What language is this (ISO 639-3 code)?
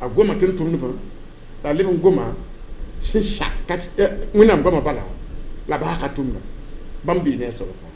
mos